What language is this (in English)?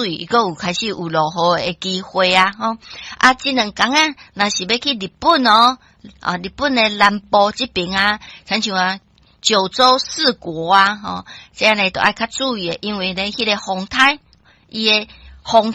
Min Nan Chinese